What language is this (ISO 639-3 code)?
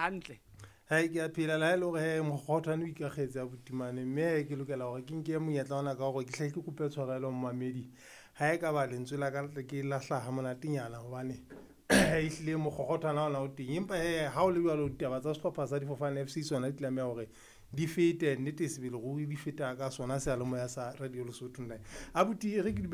sot